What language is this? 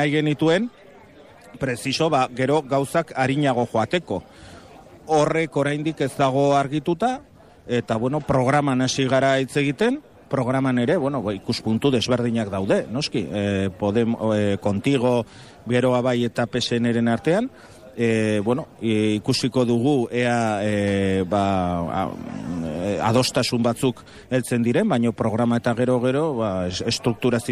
Basque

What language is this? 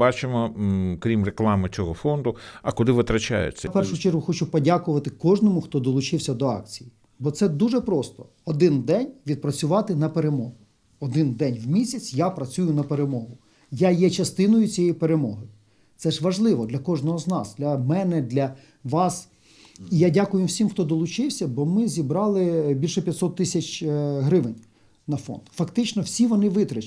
Ukrainian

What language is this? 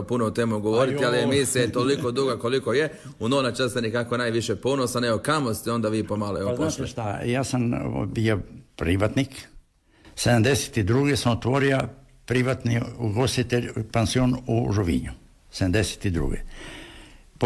Croatian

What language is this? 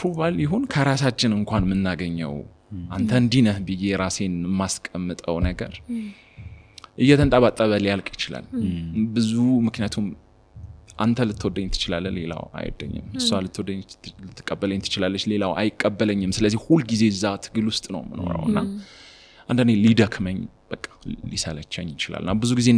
Amharic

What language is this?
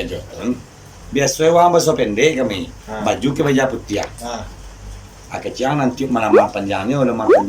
Minangkabau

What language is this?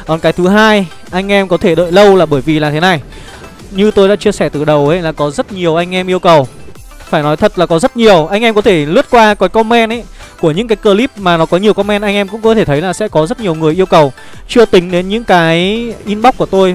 Vietnamese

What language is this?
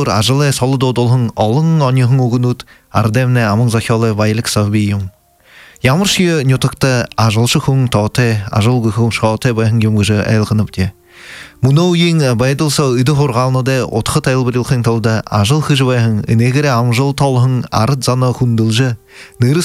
Buriat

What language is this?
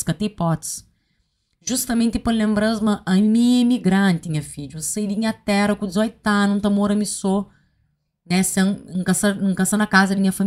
Kabuverdianu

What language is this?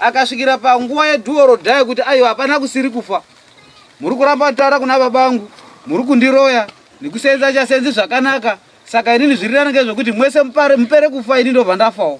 Shona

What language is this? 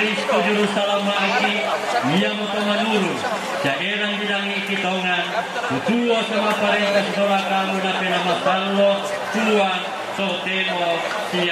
Toraja-Sa'dan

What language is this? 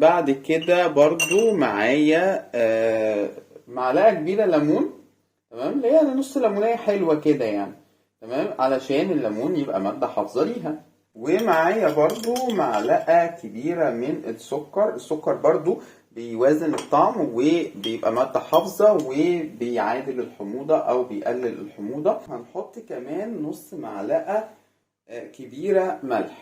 Egyptian Arabic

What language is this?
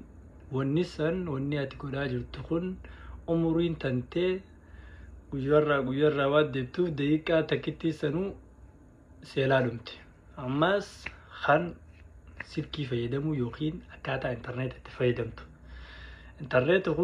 Oromo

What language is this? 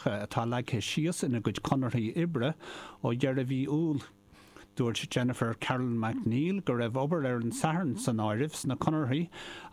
Irish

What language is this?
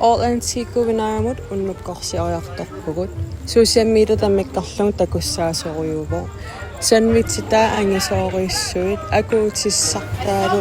Kalaallisut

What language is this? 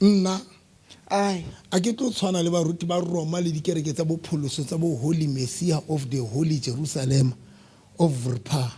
Southern Sotho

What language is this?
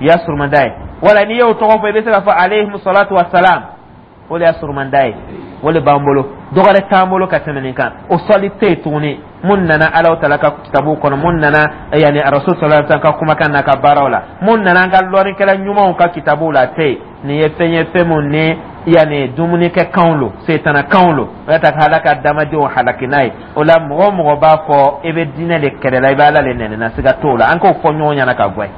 Dyula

